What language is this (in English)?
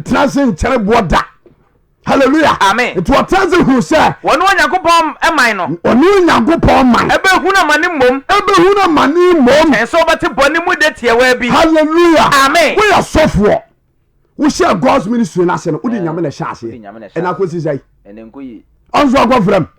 Akan